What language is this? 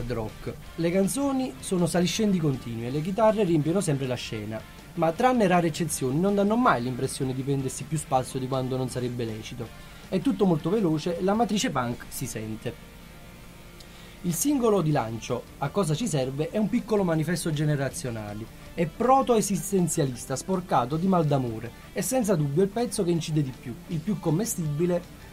Italian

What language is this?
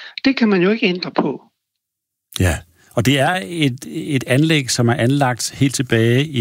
Danish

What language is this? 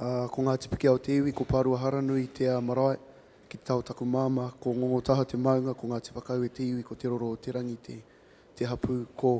Māori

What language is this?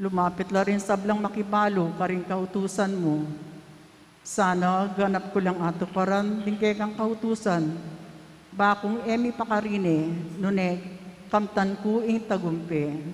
Pampanga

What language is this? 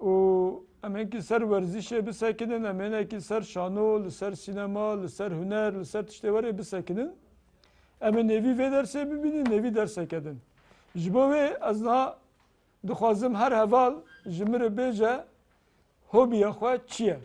Kurdish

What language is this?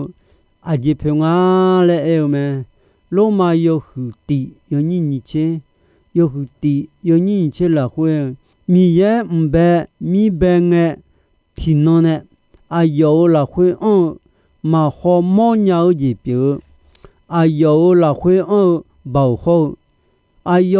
Akha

